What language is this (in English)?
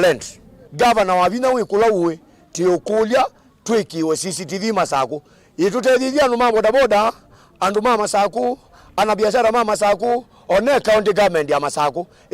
Kamba